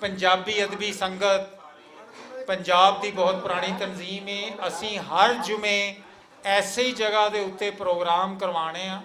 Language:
Western Panjabi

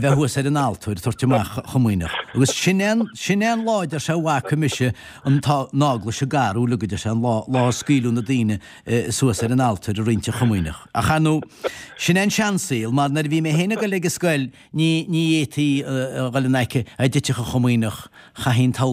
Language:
Irish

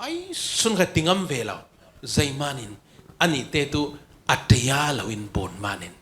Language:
Falam Chin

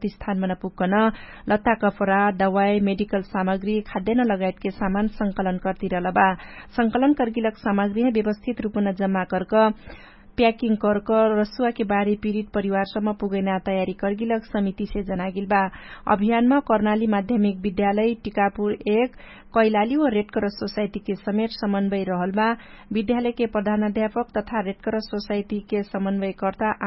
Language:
Dangaura Tharu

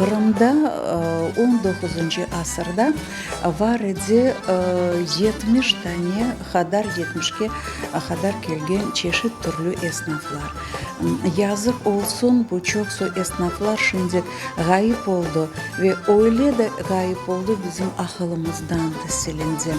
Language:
Crimean Tatar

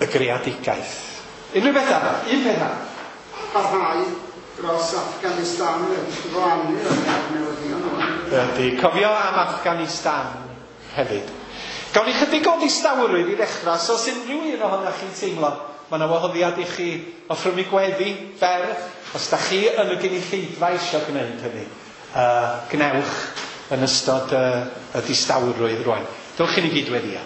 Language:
Welsh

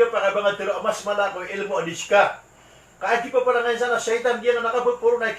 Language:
Maranao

